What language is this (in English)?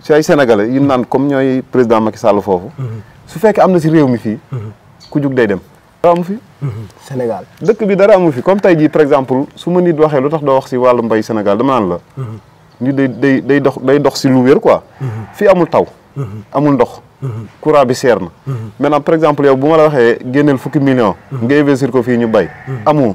Wolof